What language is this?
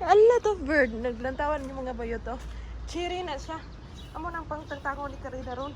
Cebuano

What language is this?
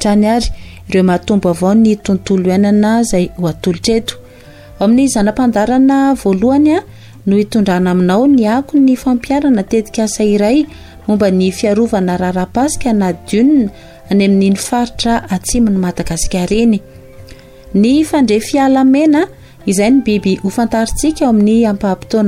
Malagasy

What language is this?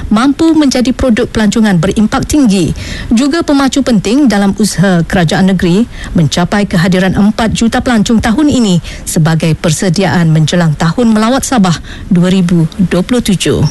Malay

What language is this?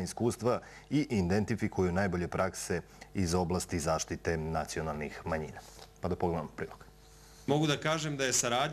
Serbian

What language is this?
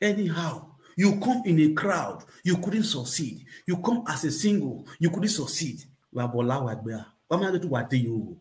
Nigerian Pidgin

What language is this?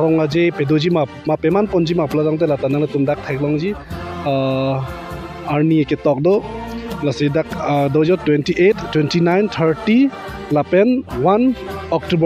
Karbi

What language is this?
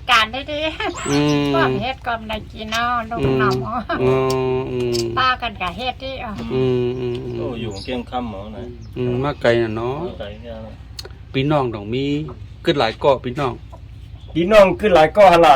Shan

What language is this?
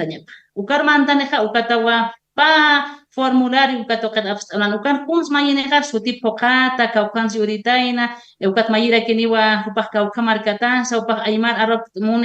Aymara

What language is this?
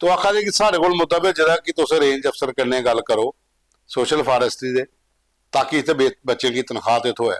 Dogri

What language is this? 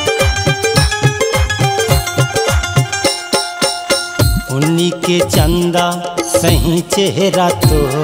Chhattisgarhi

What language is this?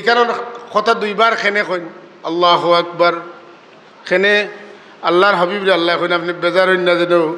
Sylheti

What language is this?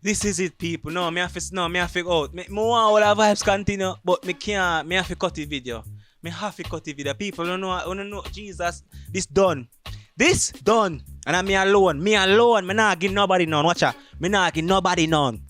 Jamaican Creole English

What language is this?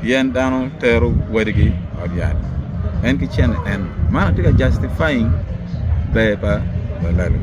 Acoli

